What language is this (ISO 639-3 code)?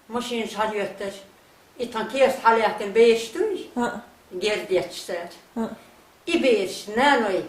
che